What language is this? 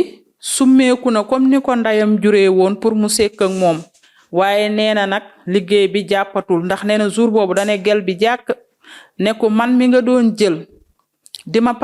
Wolof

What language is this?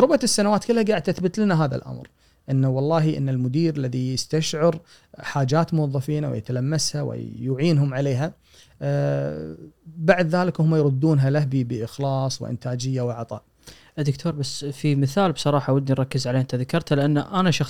Gulf Arabic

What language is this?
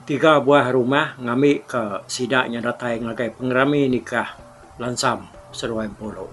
Iban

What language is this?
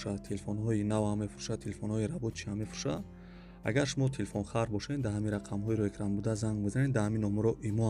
Tajik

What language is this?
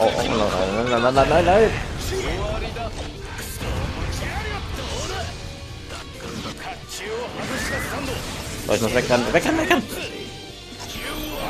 German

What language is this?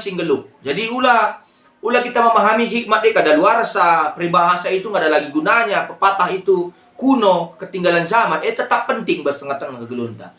Batak Karo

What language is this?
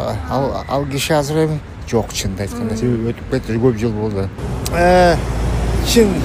Kyrgyz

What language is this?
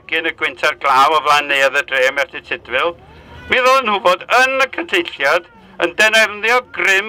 Welsh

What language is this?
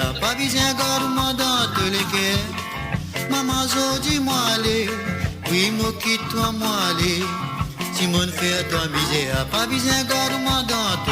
Morisyen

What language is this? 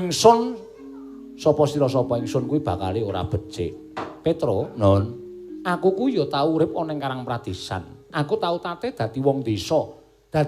Javanese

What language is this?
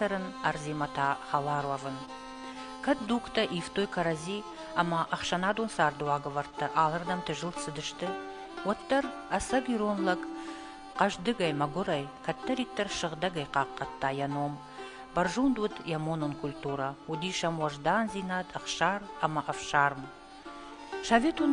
Ossetic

